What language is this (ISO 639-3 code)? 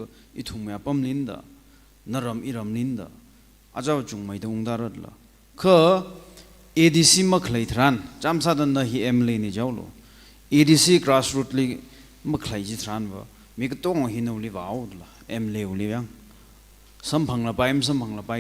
nmf